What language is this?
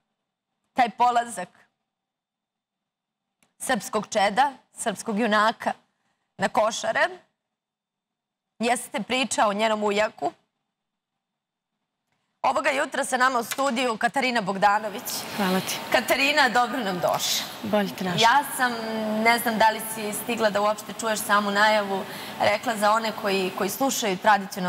Serbian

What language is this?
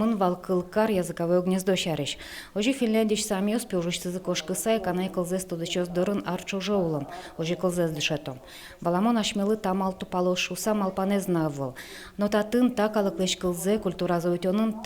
Udmurt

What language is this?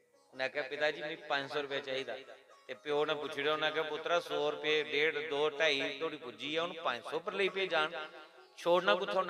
Dogri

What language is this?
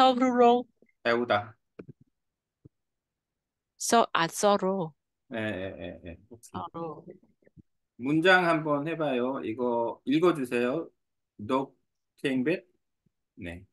Korean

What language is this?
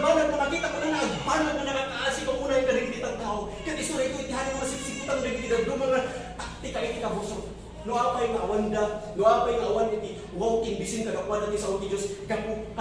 Iloko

